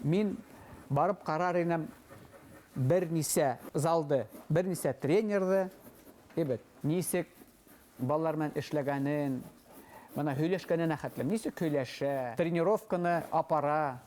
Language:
Bashkir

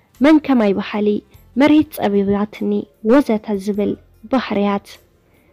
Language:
Tigrinya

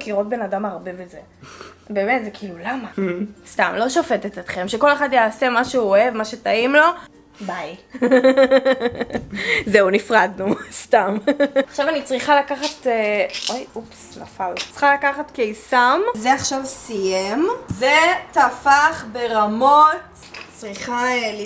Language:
Hebrew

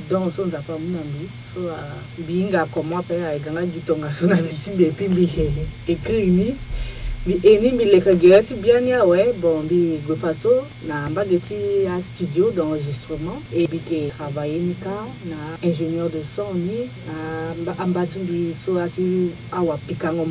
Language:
Sango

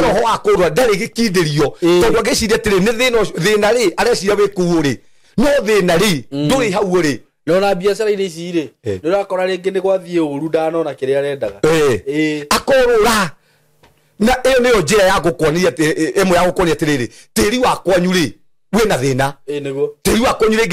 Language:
Kikuyu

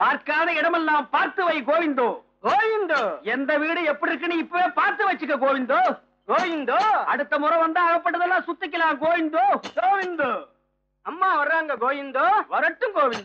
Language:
Tamil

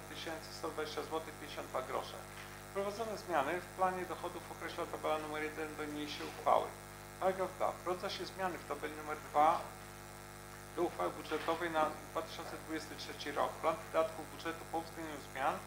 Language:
Polish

